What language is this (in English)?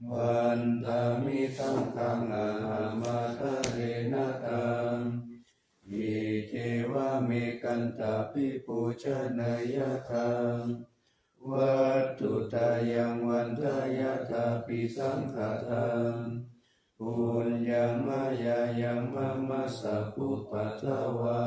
Pali